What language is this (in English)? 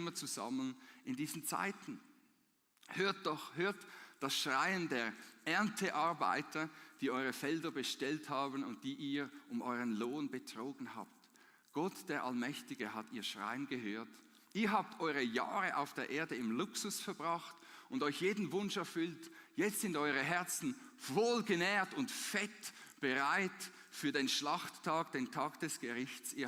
Swiss German